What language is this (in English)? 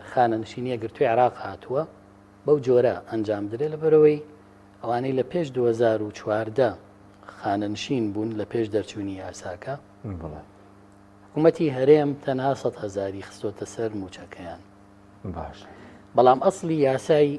Central Kurdish